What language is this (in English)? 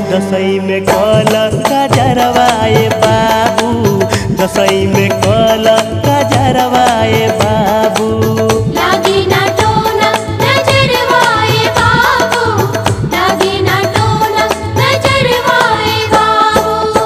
Bhojpuri